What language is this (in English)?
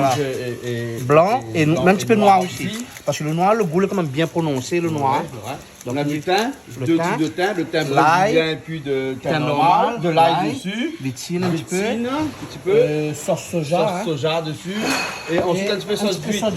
Réunion Creole French